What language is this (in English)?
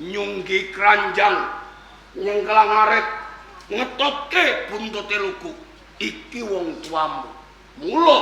Javanese